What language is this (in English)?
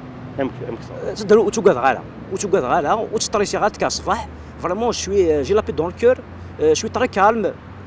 Kabyle